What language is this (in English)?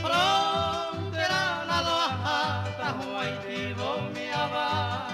Guarani